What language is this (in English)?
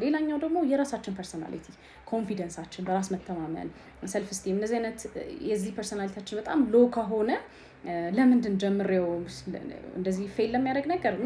Amharic